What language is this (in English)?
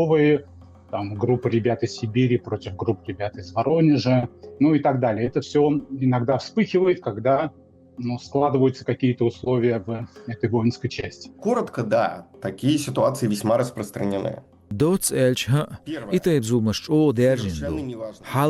Chechen